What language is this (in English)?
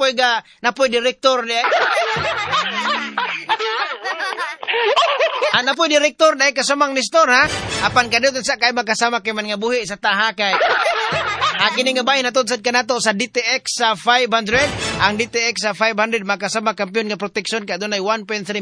Cebuano